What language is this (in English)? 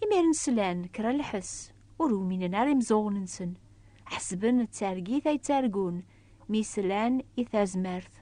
Kabyle